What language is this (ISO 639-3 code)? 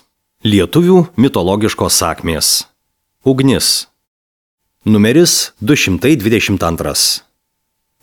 lit